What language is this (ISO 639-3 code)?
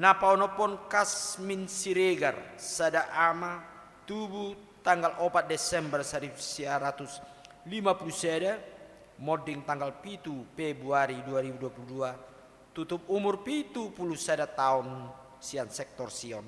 bbc